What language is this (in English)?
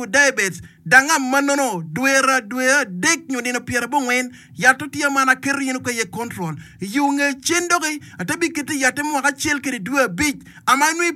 Acoli